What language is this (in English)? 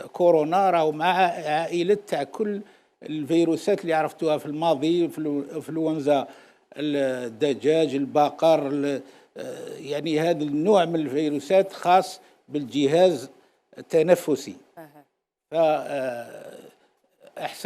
Algerian Arabic